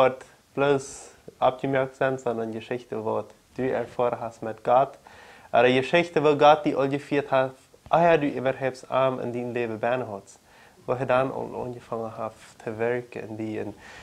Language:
Plautdietsch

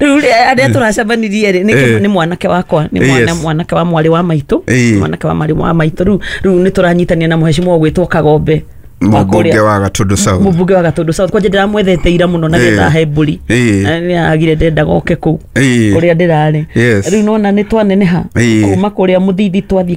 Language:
Kikuyu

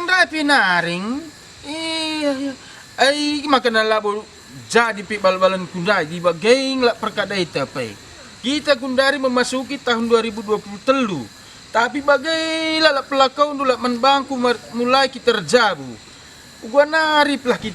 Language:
Batak Karo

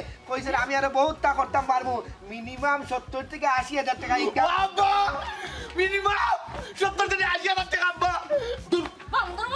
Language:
Sylheti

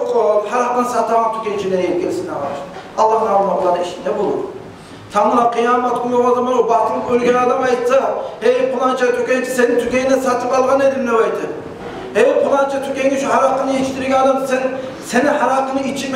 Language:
Kumyk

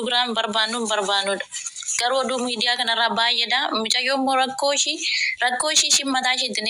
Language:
Oromo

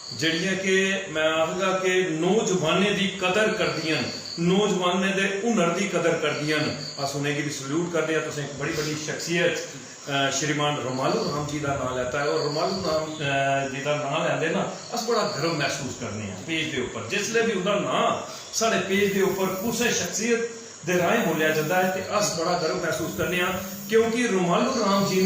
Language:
Dogri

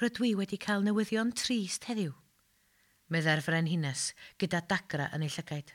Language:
Welsh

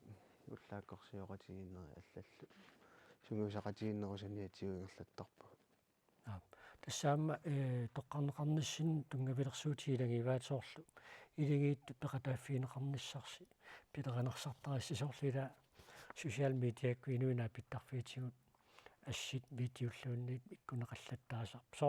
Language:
Kalaallisut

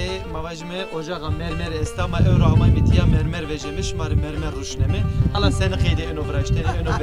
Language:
Zaza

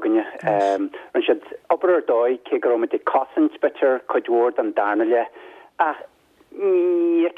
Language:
Irish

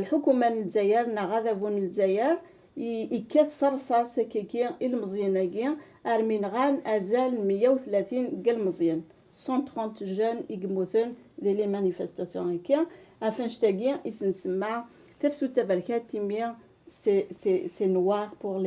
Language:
Kabyle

